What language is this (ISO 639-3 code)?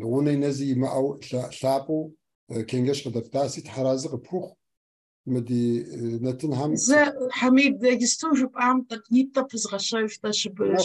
kbd